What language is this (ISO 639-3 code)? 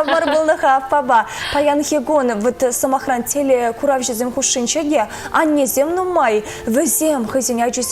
chv